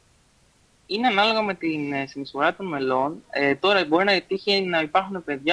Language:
Greek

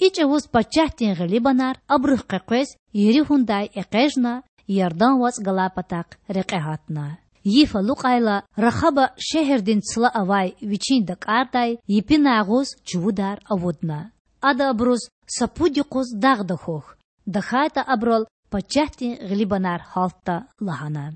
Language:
Lezghian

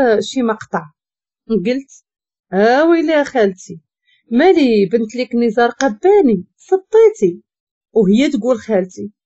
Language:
Moroccan Arabic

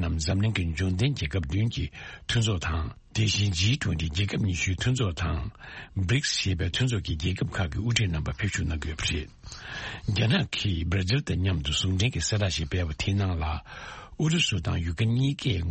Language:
Tibetan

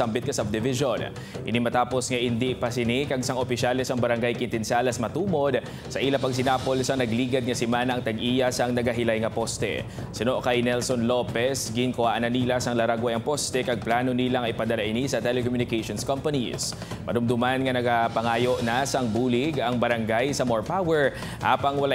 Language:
Hiligaynon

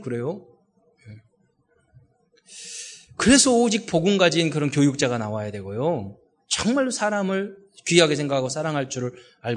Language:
Korean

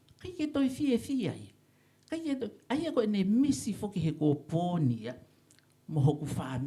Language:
Tongan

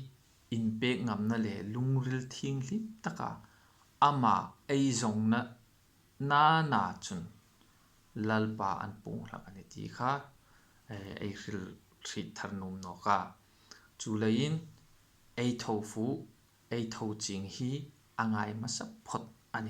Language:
Hmar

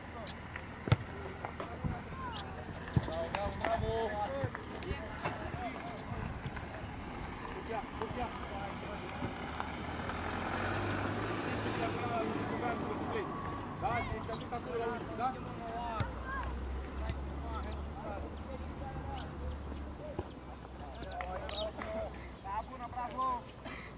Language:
Romanian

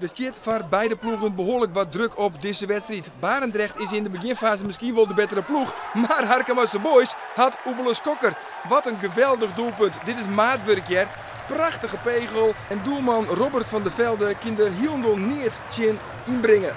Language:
Western Frisian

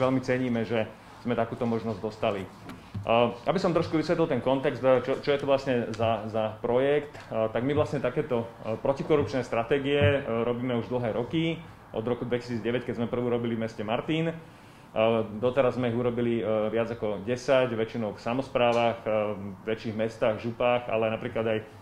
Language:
Slovak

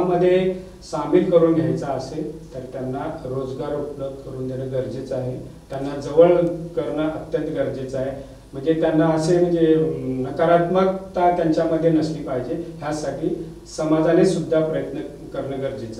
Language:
Marathi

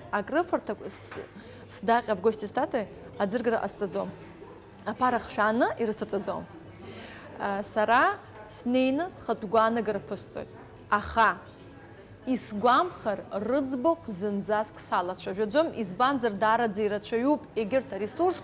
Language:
Abkhazian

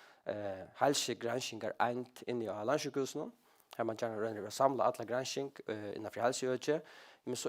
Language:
Faroese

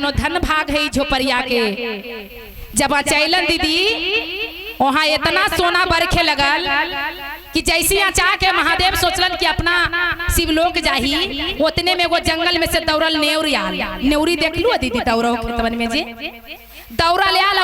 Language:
Magahi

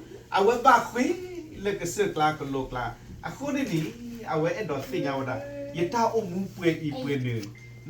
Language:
S'gaw Karen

